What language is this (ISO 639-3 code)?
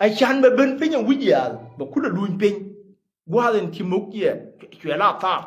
nus